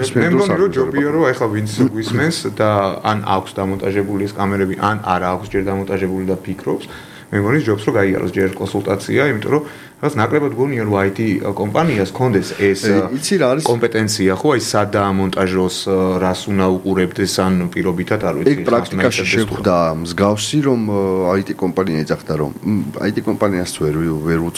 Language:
Georgian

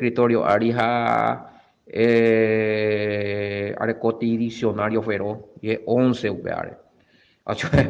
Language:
Guarani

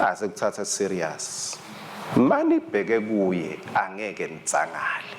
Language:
Swati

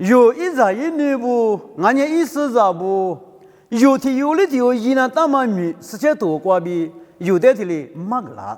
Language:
Lisu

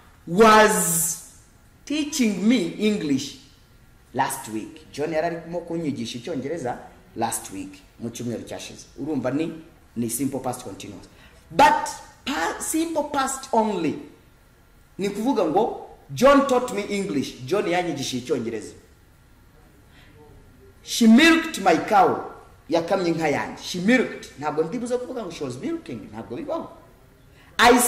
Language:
Kinyarwanda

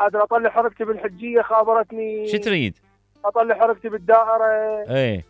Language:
Mesopotamian Arabic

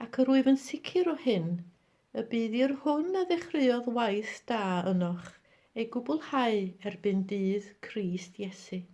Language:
Welsh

